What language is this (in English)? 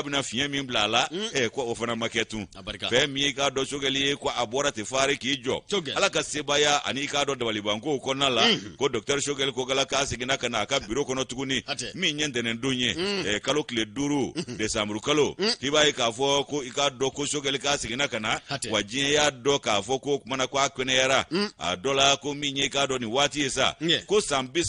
Bambara